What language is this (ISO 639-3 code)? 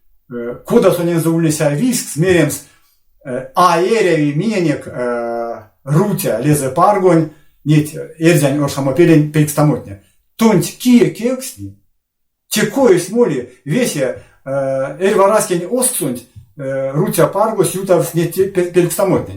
myv